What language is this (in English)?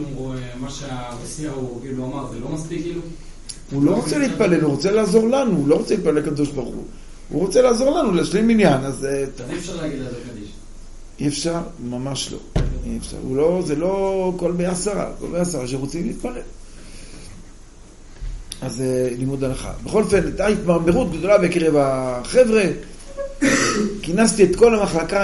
Hebrew